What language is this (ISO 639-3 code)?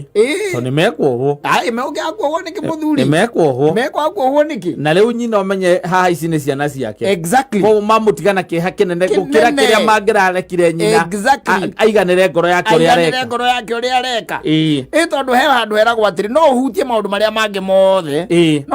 kik